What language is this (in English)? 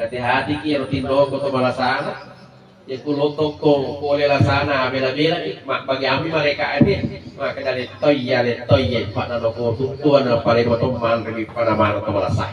Buginese